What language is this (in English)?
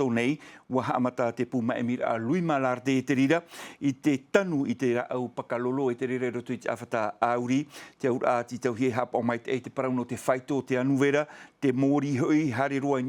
Tahitian